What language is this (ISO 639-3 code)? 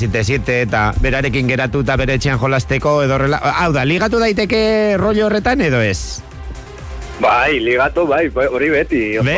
eus